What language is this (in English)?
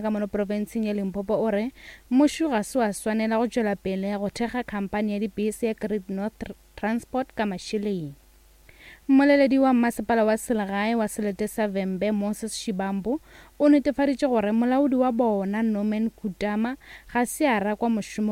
Northern Sotho